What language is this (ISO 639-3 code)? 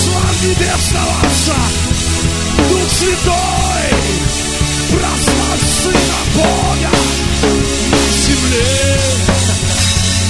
rus